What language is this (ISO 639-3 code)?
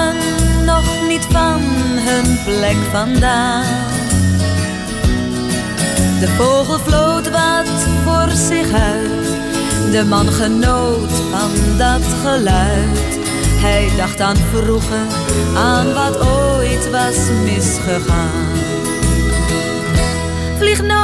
nld